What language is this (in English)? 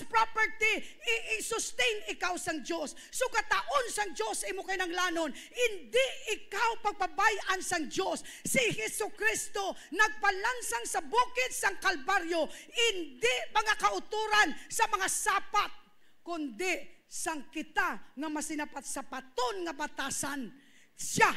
Hiligaynon